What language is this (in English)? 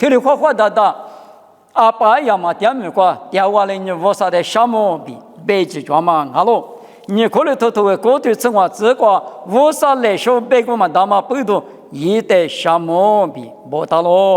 Lisu